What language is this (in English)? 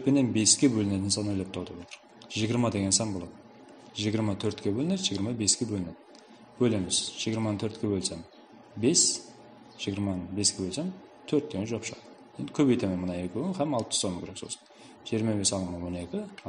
Kara-Kalpak